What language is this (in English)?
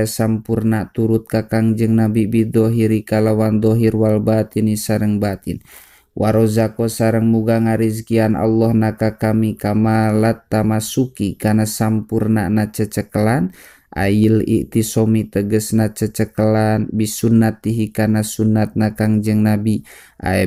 Sundanese